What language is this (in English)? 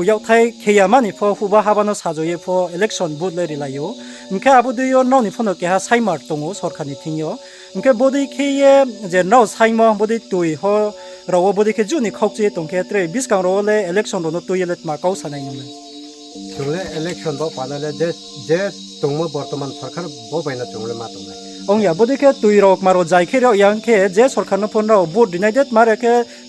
Riang (India)